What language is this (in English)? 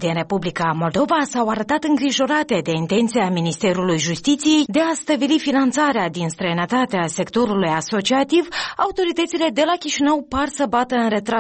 Romanian